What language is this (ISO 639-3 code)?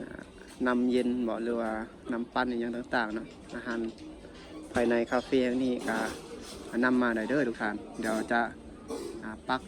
lao